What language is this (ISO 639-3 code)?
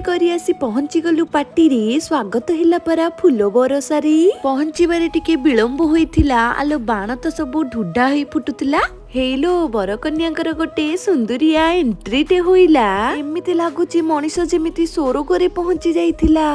ori